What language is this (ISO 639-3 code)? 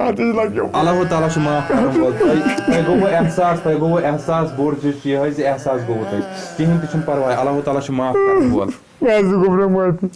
kas